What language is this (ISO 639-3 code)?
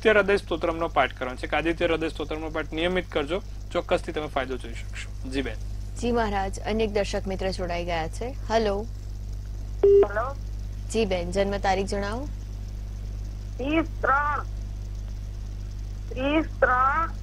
guj